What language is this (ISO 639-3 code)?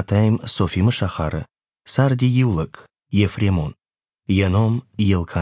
oss